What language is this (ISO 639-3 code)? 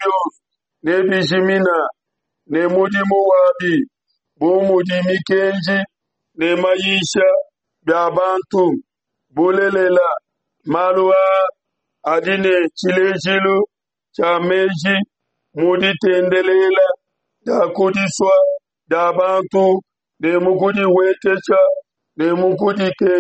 lua